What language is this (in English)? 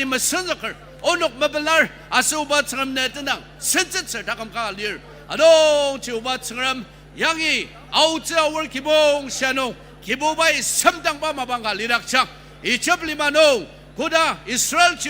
Ao Naga